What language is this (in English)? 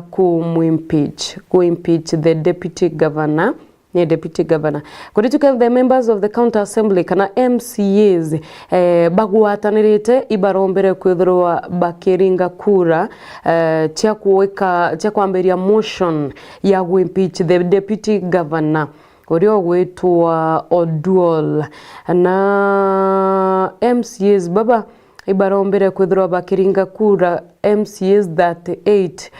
Meru